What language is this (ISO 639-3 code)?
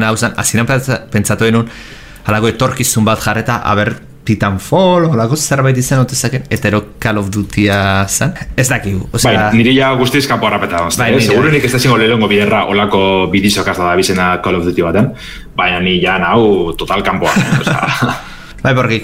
eus